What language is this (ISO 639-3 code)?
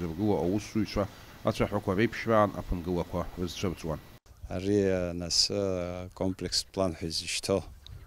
abk